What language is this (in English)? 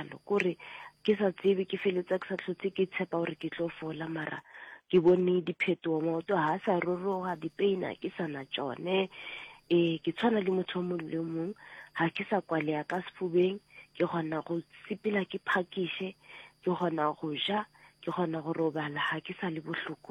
Northern Sotho